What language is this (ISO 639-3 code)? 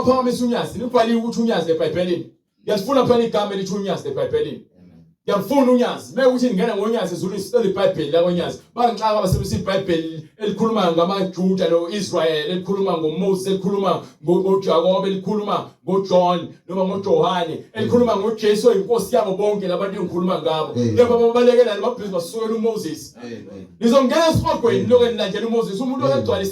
zul